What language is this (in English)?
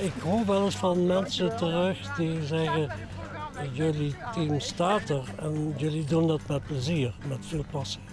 Limburgish